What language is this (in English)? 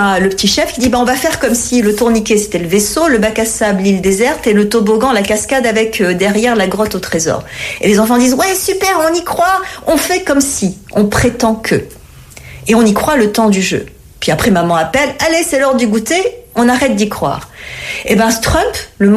French